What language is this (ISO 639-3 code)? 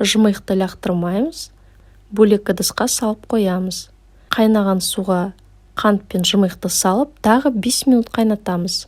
kaz